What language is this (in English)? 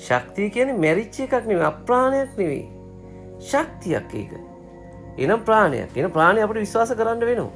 Sinhala